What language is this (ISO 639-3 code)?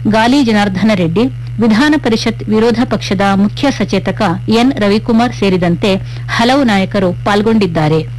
kan